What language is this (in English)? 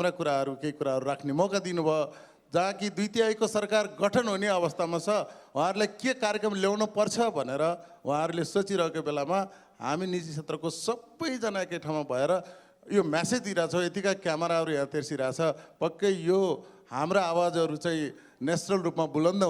Nepali